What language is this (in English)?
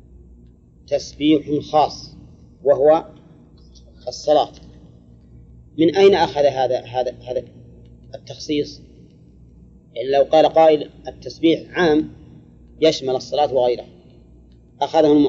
Arabic